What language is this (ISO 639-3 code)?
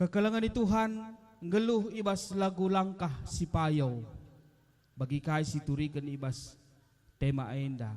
btx